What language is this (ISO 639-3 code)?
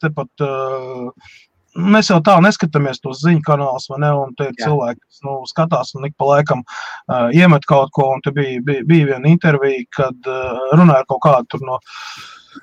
lav